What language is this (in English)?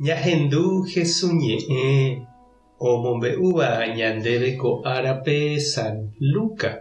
Guarani